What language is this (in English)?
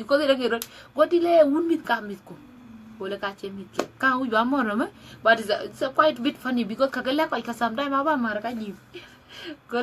Dinka